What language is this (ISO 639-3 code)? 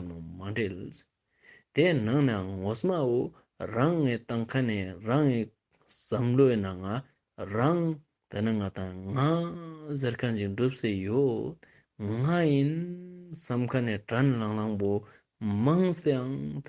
lbj